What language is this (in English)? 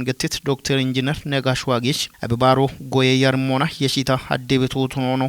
Kafa